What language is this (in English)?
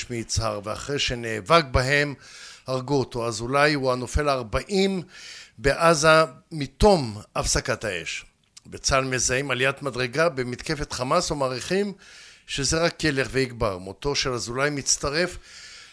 Hebrew